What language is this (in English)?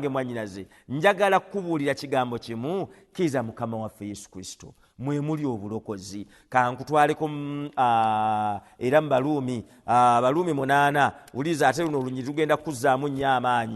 Ganda